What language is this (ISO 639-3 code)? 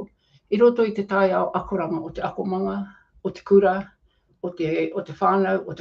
mri